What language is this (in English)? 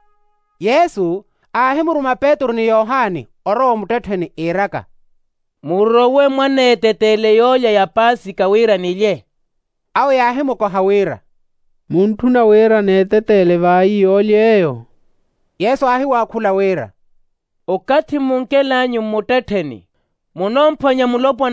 Makhuwa